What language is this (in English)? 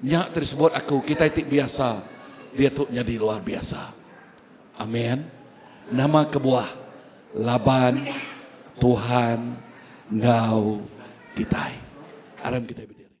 Iban